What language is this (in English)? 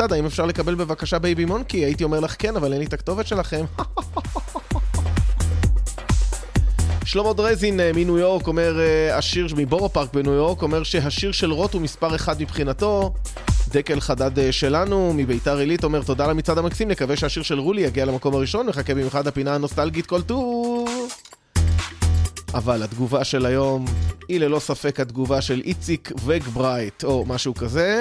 Hebrew